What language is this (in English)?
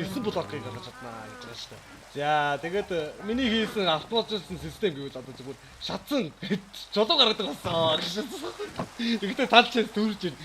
Mongolian